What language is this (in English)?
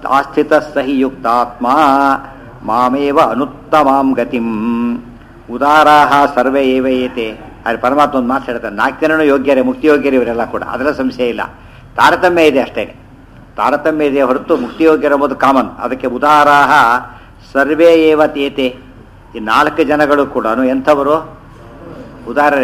Kannada